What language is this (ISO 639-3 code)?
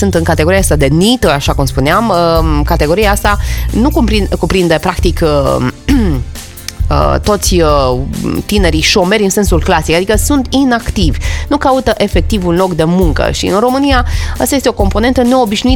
ron